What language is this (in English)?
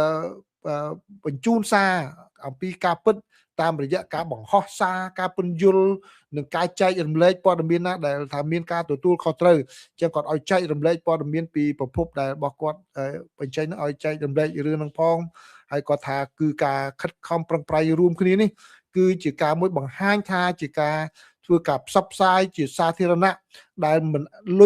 Khmer